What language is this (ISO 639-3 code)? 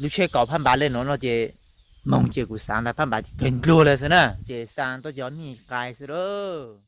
hmn